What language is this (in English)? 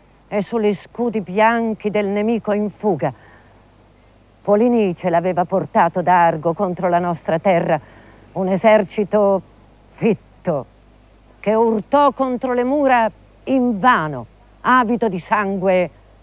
Italian